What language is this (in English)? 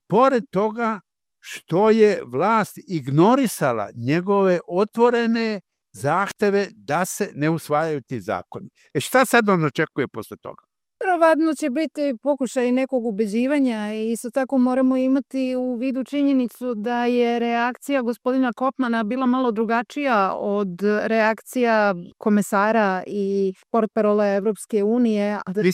Serbian